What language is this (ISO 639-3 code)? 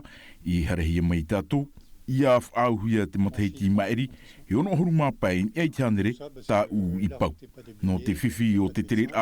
tah